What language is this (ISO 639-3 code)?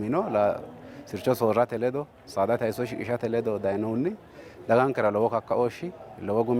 sid